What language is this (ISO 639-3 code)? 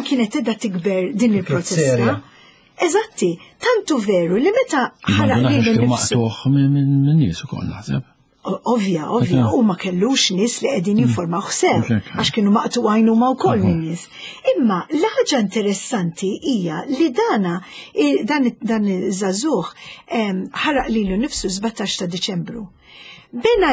mlt